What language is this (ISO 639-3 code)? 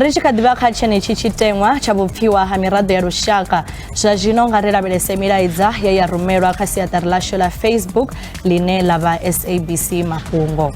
ven